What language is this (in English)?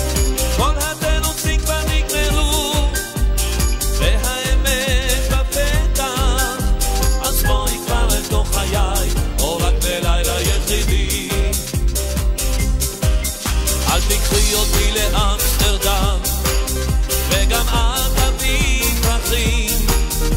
Hebrew